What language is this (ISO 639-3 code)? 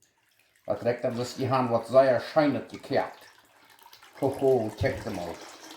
pdt